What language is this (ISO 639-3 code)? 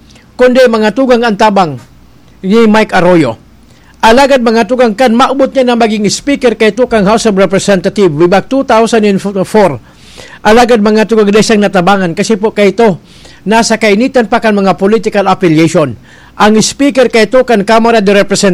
bik